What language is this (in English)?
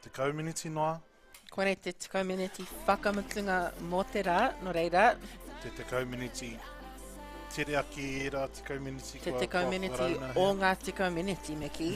Māori